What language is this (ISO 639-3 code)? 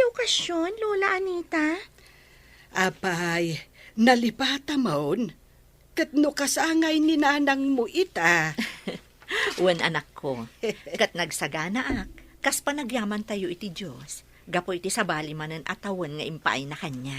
ilo